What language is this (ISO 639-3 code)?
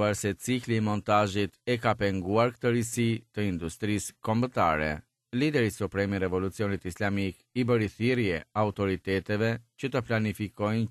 sqi